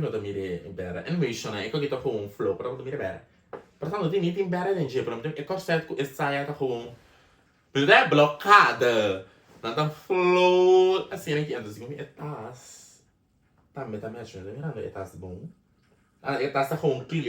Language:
Papiamento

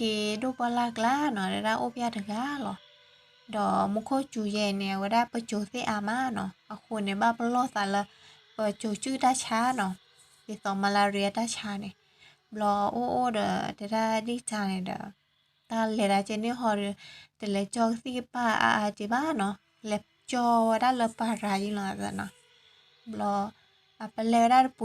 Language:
S'gaw Karen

